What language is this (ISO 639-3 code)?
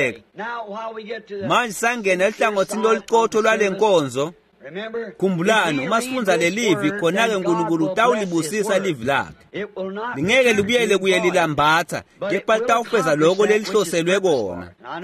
ssw